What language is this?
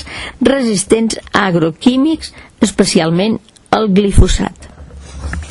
Catalan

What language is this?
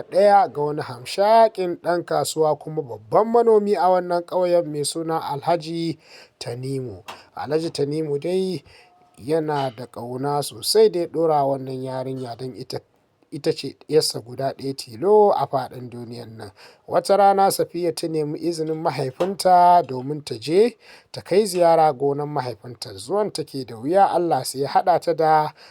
Hausa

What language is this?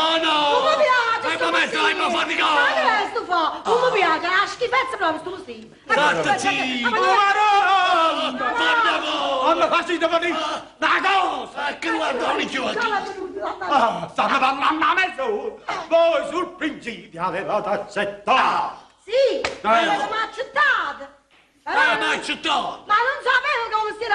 Neapolitan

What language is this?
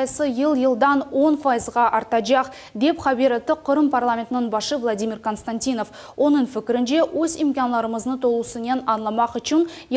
Crimean Tatar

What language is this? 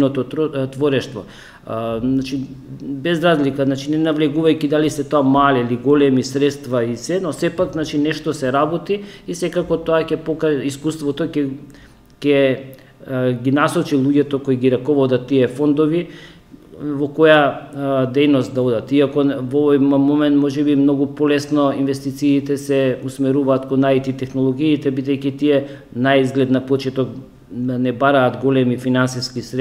Macedonian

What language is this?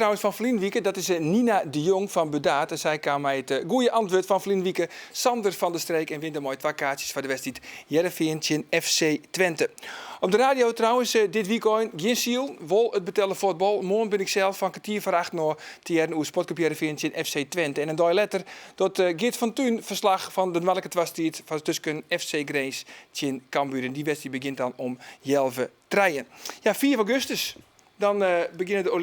Western Frisian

